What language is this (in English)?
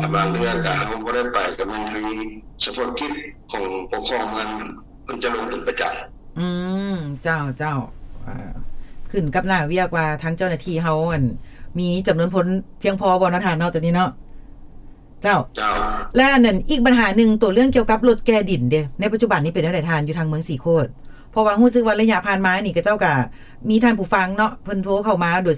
Lao